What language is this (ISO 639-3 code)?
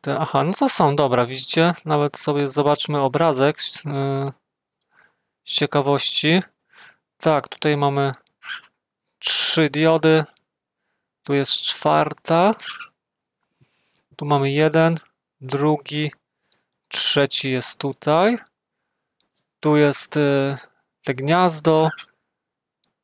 pol